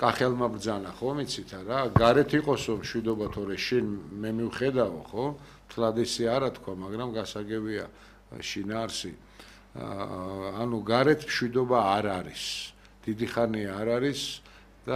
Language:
Georgian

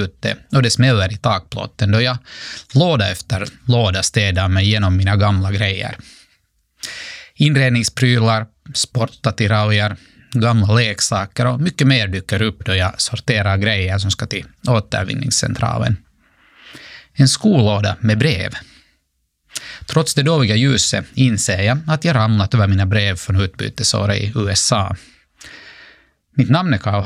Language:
Swedish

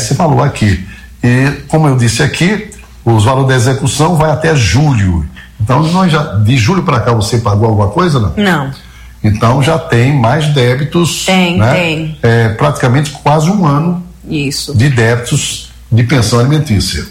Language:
Portuguese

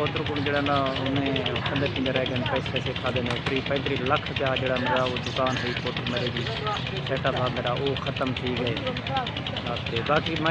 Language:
Saraiki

